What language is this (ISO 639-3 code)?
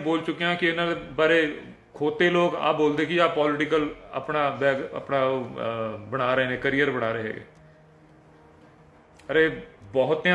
pan